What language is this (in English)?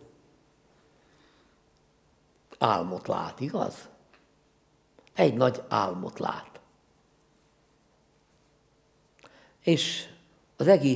Hungarian